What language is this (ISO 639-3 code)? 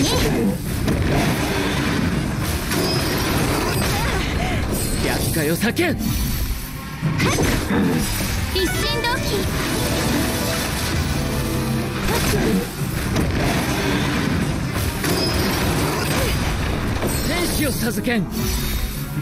jpn